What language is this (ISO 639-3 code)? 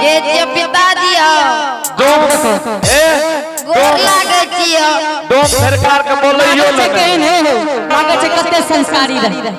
anp